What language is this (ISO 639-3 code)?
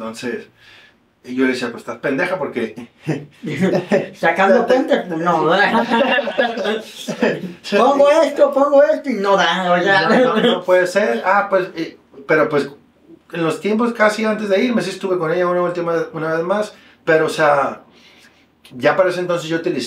spa